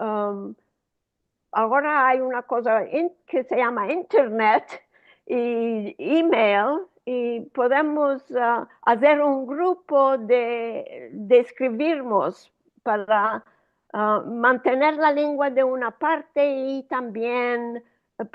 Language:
Ladino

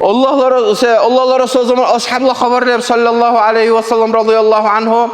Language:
Dargwa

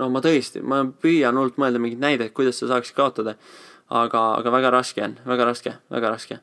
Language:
Estonian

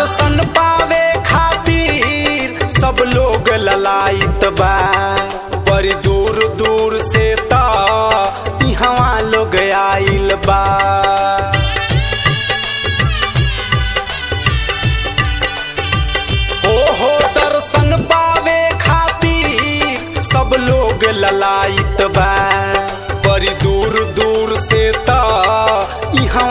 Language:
Bhojpuri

